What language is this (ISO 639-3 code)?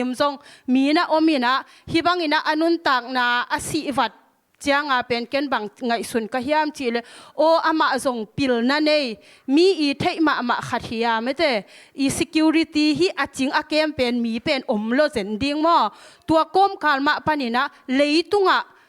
ctd